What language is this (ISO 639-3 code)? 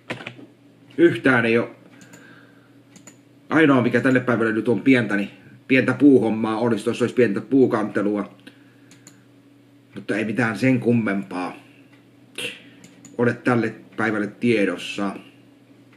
fin